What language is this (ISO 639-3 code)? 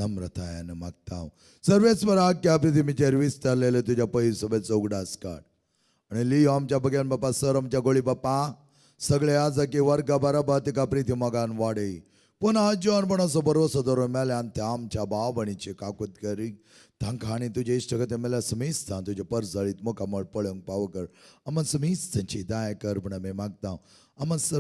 kok